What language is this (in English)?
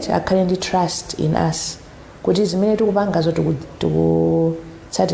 Nyanja